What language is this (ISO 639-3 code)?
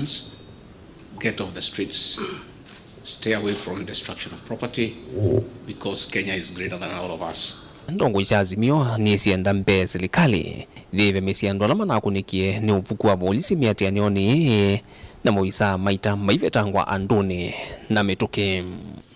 kam